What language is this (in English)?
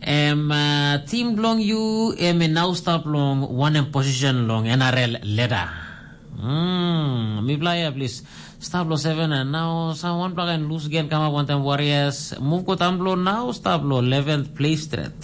Tok Pisin